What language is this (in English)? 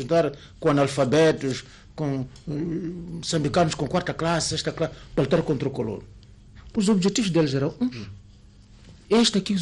Portuguese